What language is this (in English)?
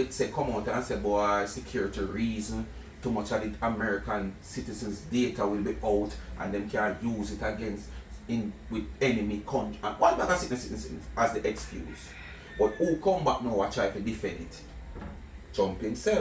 Jamaican Creole English